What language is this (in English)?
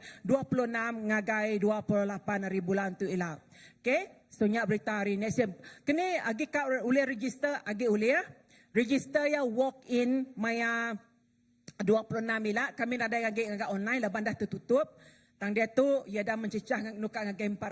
Iban